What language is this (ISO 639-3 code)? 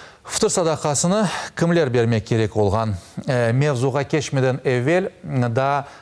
crh